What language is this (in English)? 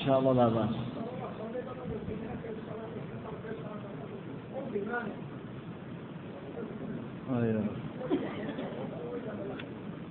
Arabic